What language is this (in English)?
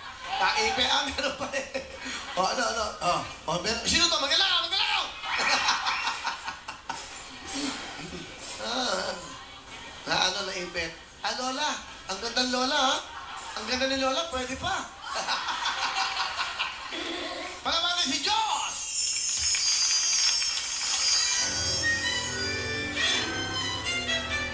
Filipino